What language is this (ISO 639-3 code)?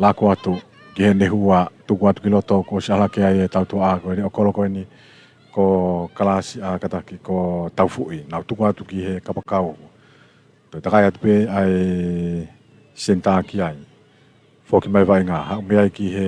ton